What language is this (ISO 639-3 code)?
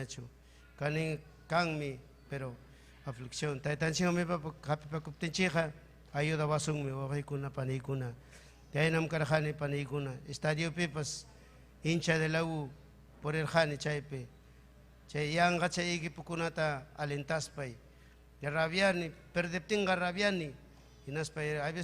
quy